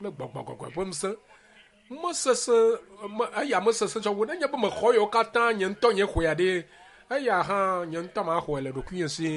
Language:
Ewe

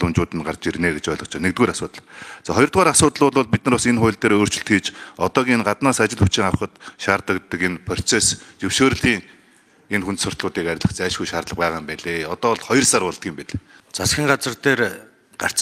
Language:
Mongolian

